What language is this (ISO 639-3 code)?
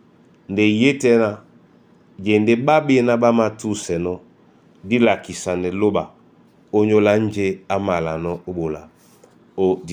dua